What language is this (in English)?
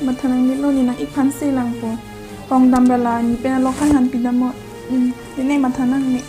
Karbi